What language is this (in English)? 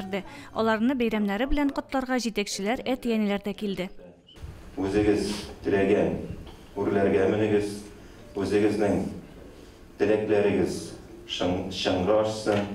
Tatar